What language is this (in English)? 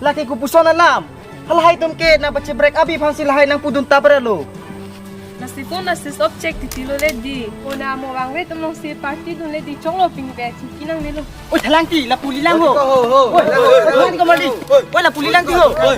Karbi